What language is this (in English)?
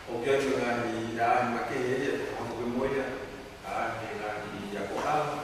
Tongan